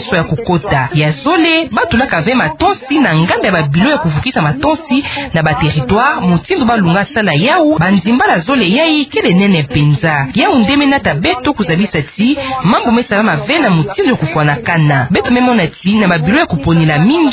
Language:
Kituba (Democratic Republic of Congo)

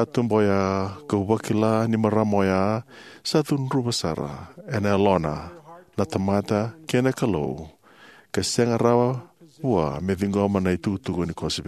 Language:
Fijian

